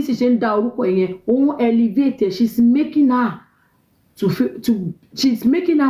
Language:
Yoruba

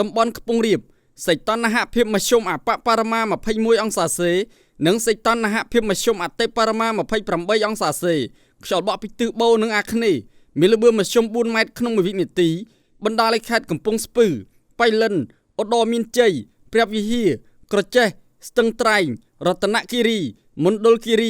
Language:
Khmer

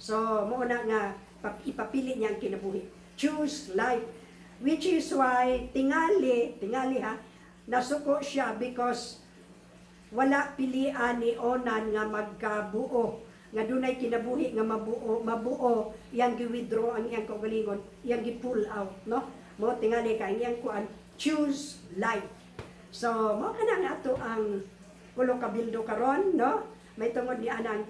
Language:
Cebuano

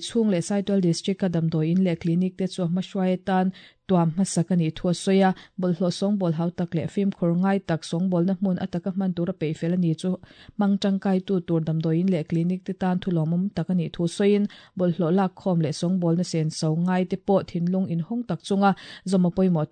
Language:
Mizo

